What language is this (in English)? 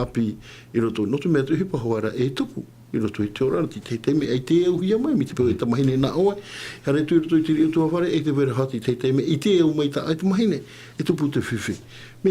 Tahitian